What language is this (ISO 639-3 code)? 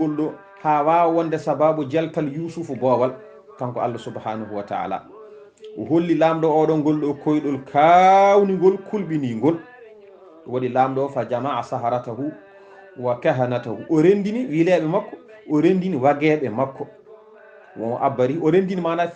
ful